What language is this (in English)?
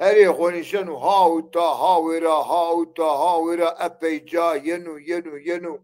Zaza